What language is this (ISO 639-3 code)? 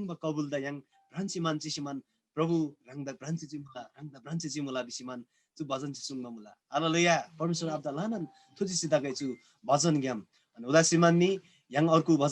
taj